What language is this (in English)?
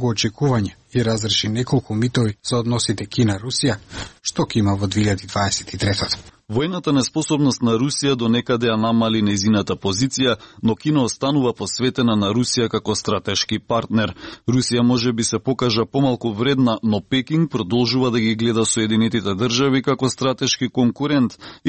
Macedonian